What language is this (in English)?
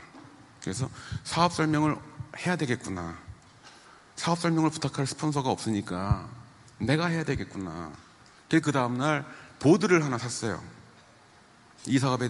Korean